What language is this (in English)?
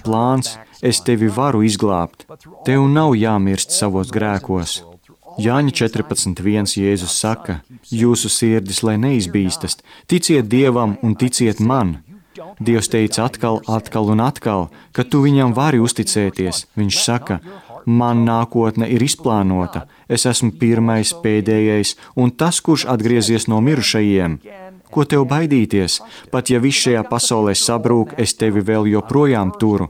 Latvian